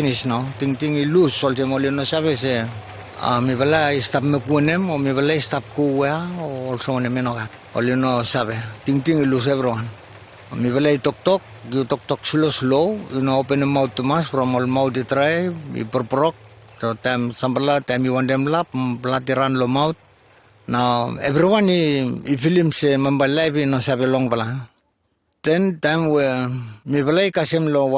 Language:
Bislama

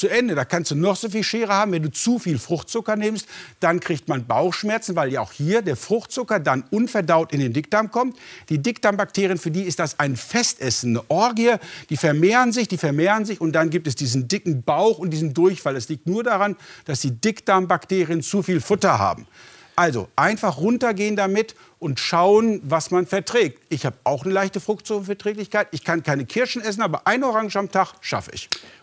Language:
German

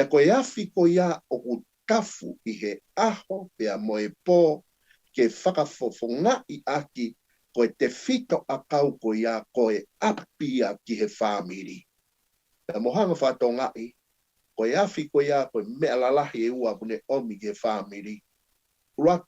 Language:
Tongan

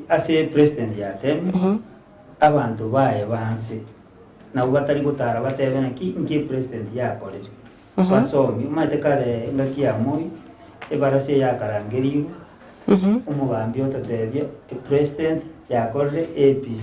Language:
Gusii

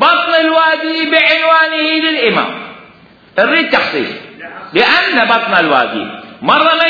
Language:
Mesopotamian Arabic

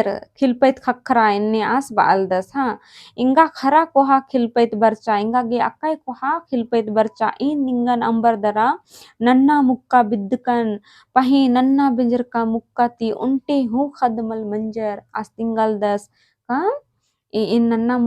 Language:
Kurukh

